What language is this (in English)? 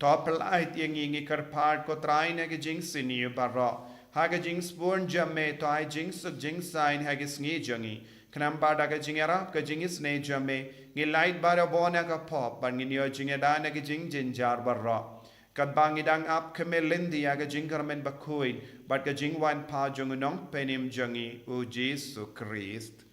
Khasi